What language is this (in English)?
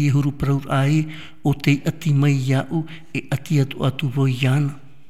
Tahitian